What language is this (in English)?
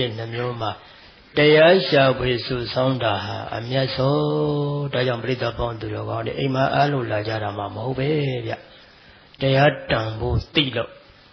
Burmese